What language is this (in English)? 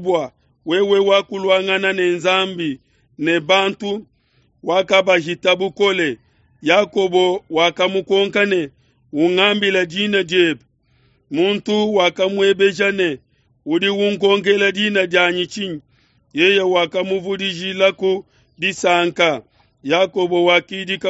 Luba-Lulua